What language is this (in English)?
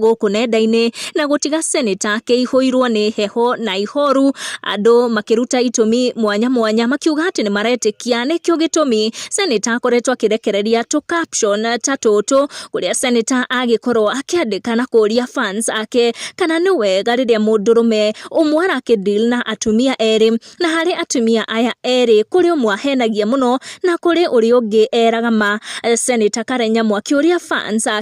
Kikuyu